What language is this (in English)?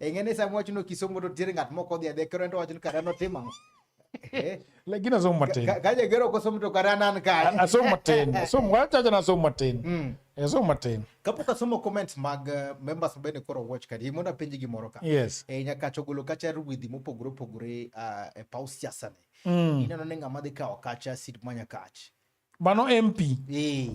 Luo (Kenya and Tanzania)